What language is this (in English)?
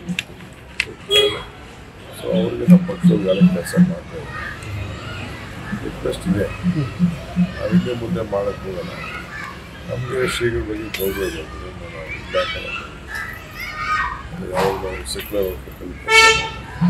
Kannada